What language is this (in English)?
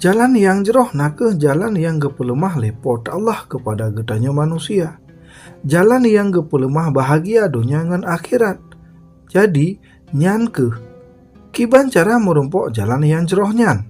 Achinese